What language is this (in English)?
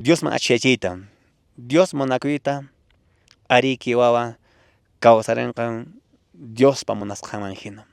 Quechua